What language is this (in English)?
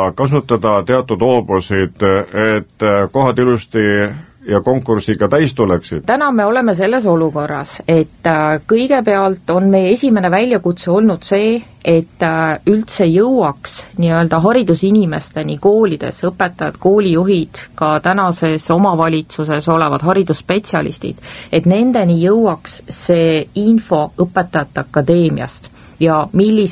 Estonian